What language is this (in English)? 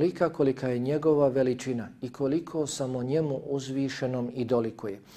Bosnian